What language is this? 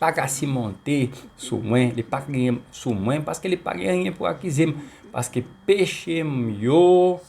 Haitian Creole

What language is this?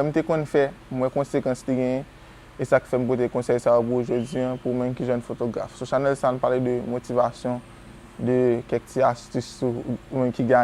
Haitian Creole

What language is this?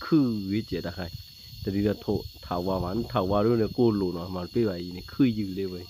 S'gaw Karen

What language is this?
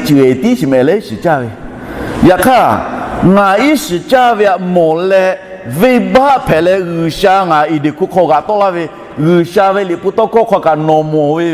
Lahu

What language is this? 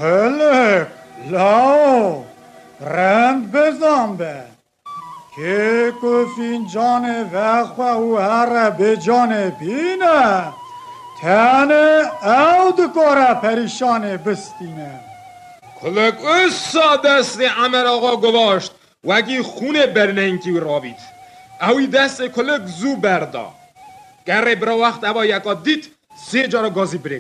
Kurdish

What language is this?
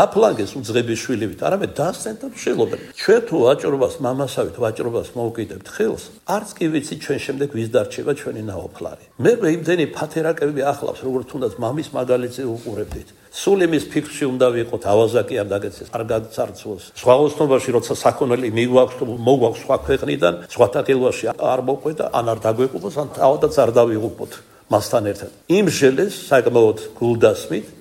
Georgian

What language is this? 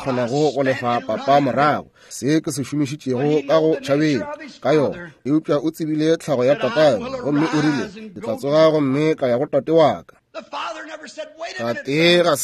Northern Sotho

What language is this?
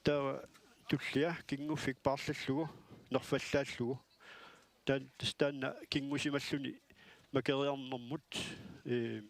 Kalaallisut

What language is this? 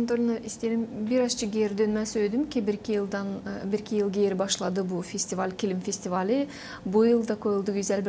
Gagauz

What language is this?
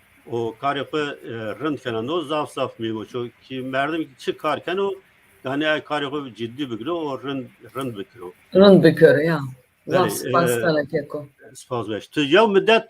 Zaza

